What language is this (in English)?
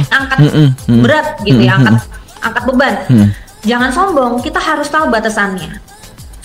Indonesian